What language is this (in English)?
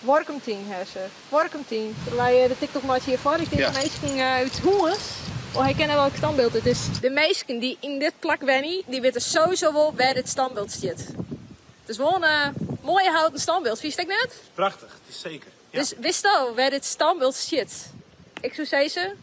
Western Frisian